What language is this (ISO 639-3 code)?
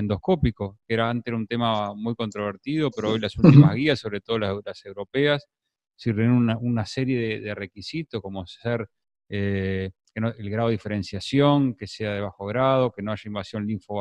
spa